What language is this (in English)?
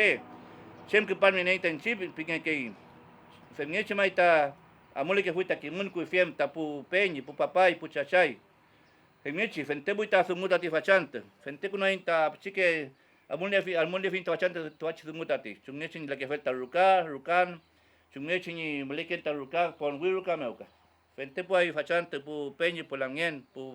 Mapuche